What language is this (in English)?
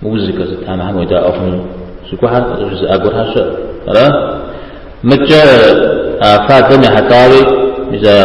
Kabardian